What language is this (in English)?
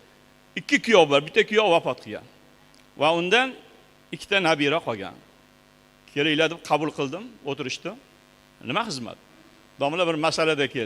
Uzbek